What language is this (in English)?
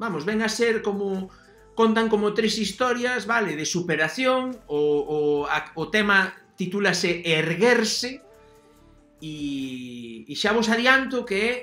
Galician